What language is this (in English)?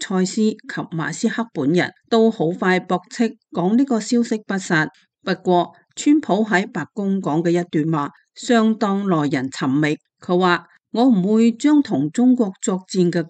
Cantonese